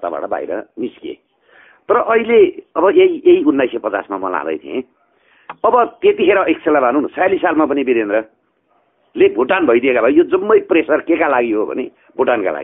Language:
Nepali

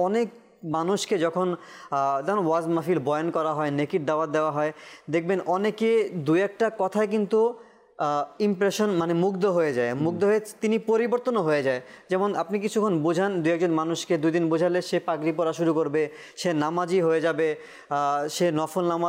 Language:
Bangla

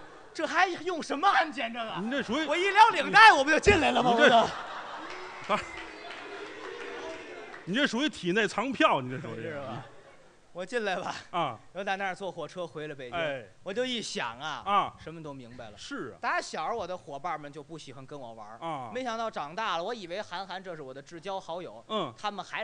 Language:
Chinese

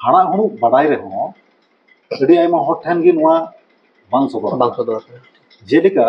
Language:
Santali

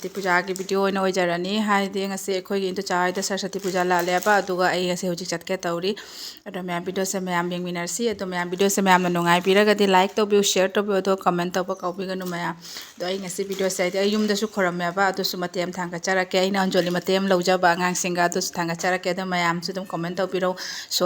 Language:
Manipuri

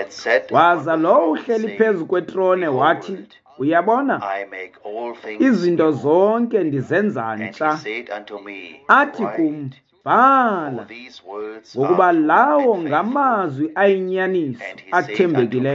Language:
Xhosa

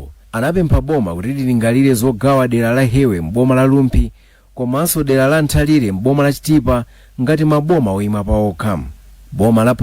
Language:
Nyanja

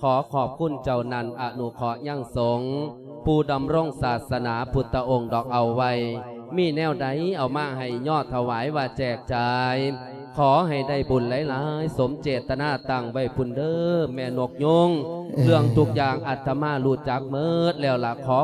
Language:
Lao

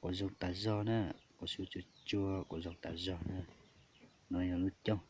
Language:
Hmong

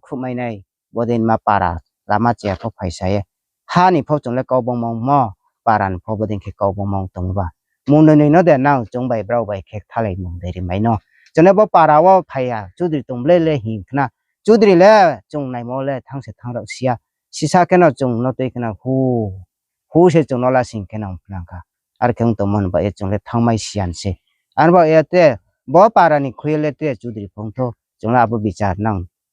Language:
Riang (India)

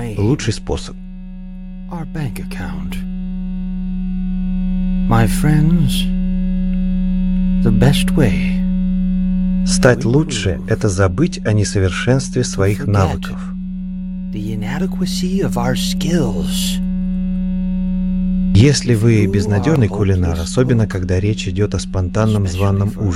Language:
Russian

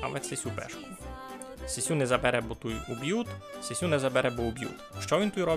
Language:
Rusyn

